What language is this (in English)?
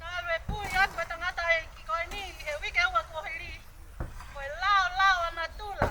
Tongan